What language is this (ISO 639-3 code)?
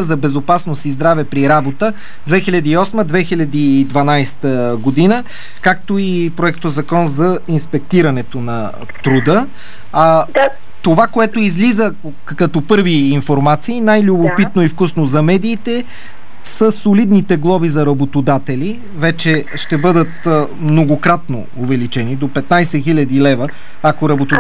bul